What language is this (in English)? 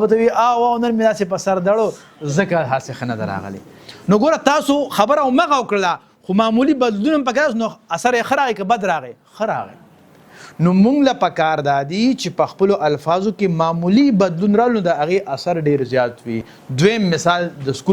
Pashto